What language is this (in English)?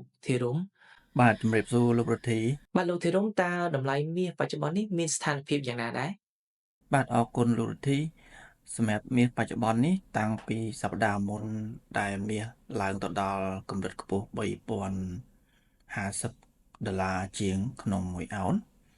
Khmer